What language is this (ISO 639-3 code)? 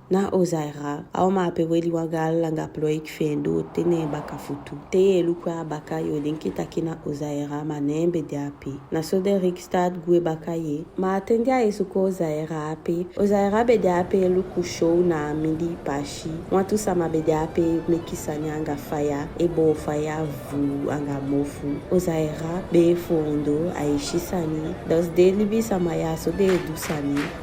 djk